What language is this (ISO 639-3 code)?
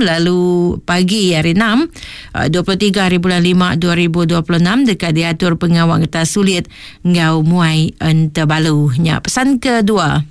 iba